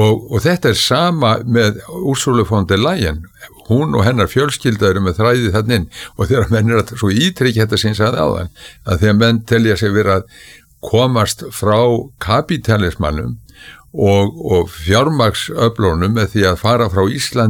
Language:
Icelandic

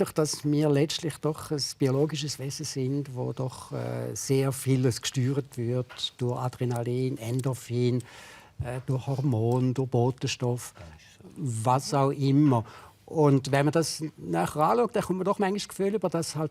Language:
Swiss German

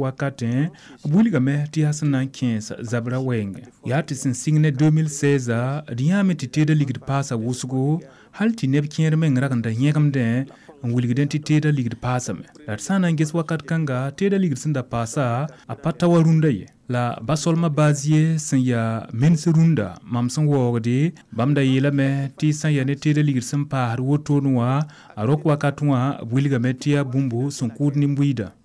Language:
Mossi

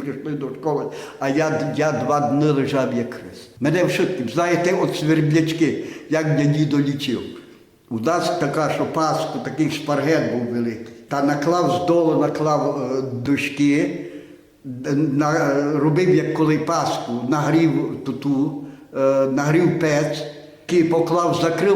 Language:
Rusyn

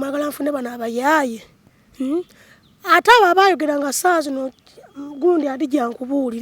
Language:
Ganda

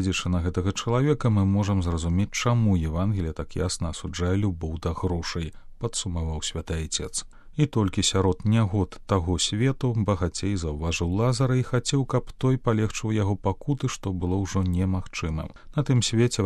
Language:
Belarusian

